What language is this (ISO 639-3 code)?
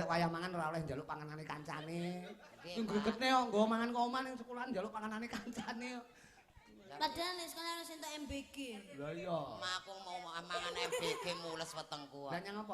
jav